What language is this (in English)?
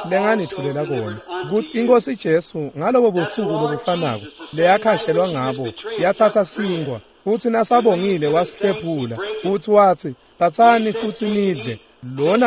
Swati